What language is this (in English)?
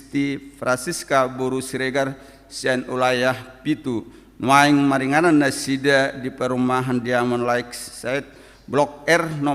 Batak Toba